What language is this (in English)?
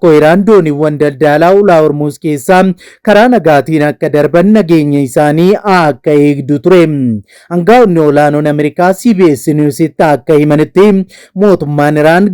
Oromo